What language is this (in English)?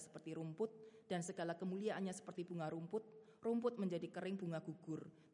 Indonesian